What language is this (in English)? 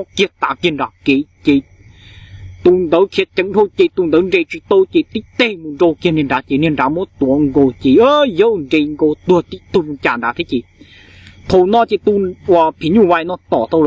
Hmong